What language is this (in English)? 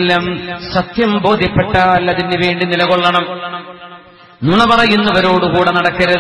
Malayalam